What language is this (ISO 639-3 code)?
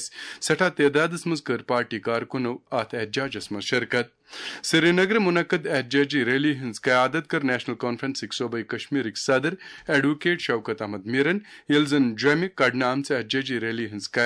kas